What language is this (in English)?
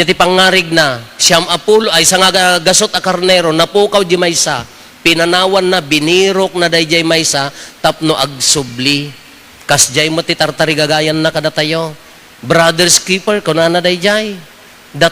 Iloko